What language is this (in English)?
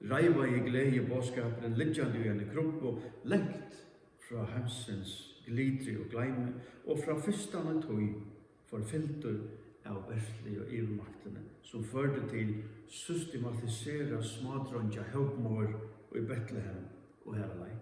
Faroese